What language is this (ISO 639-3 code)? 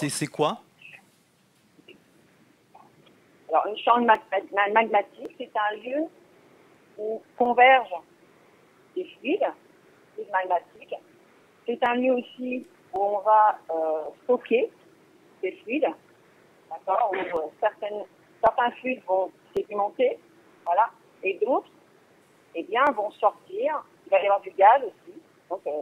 fra